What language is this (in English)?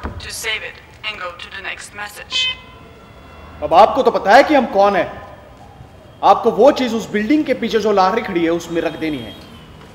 Marathi